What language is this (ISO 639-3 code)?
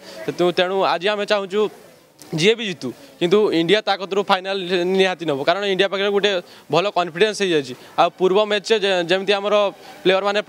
ori